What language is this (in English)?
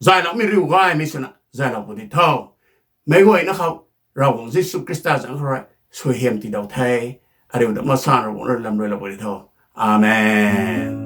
Rongmei Naga